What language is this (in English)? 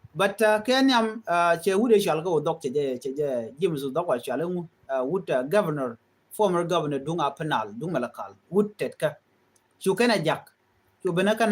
Nuer